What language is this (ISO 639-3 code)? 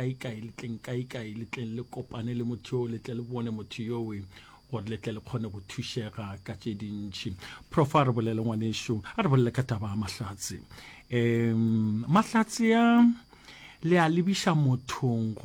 nso